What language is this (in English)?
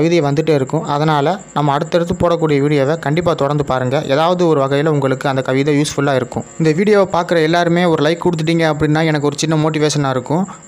Tamil